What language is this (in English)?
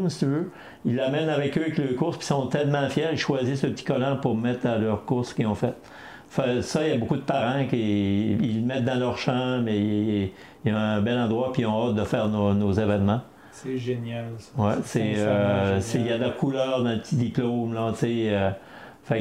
French